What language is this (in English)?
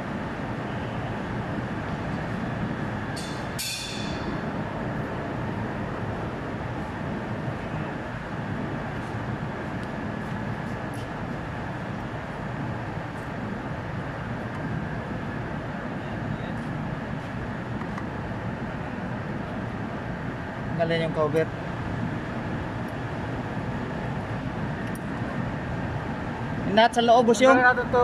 Filipino